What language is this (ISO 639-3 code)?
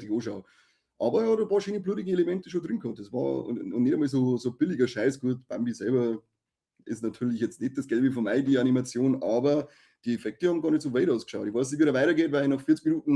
bar